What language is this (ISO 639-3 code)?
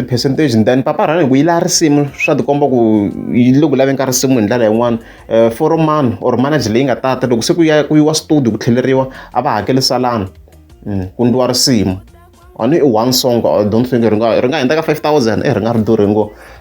tso